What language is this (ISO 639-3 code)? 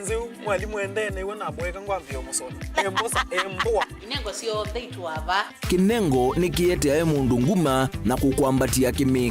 kam